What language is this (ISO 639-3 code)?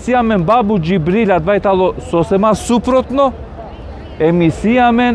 rmn